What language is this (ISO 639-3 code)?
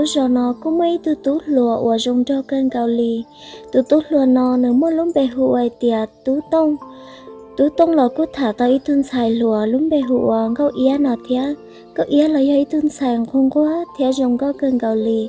hmn